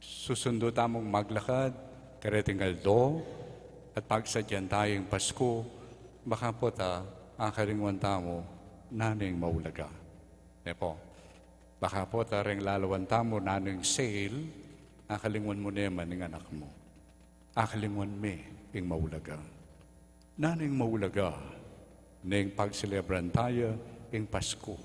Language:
Pampanga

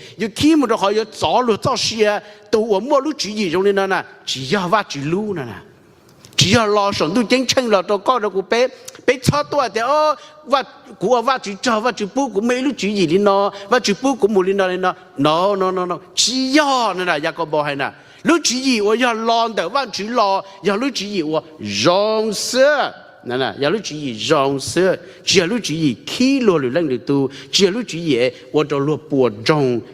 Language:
Hmong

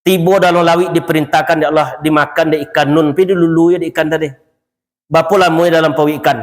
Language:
Minangkabau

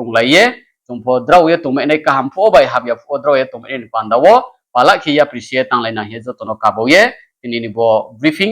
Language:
Riang (India)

